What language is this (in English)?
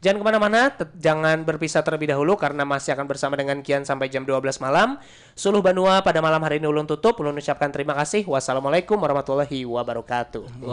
Banjar